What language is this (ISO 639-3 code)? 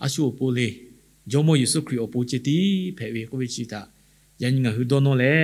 lhu